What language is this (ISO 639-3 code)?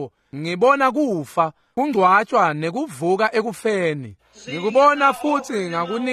ssw